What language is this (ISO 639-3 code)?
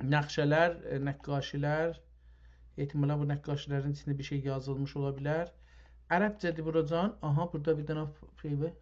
azb